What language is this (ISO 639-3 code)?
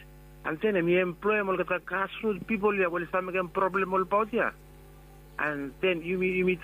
bis